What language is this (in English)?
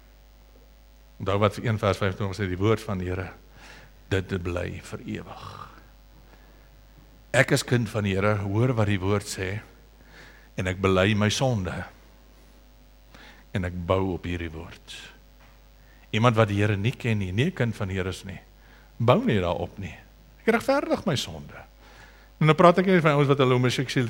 Afrikaans